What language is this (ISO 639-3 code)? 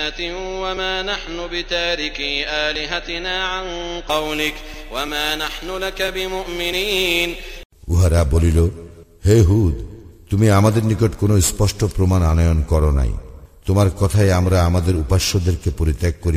ben